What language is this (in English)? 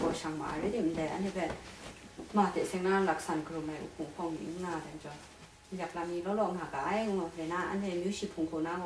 Kachin